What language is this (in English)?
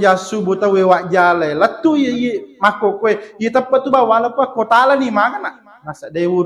Buginese